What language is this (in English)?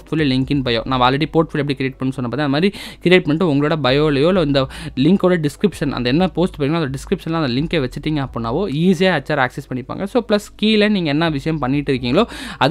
Tamil